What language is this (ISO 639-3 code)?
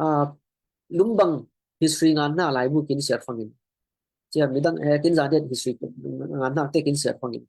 cfm